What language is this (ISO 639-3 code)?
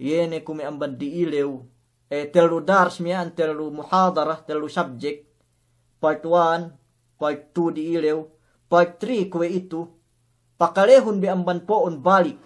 yka